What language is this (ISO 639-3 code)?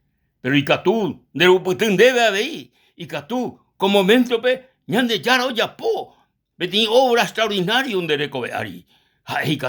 grn